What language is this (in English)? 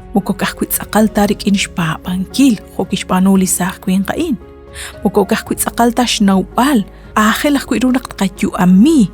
Kekchí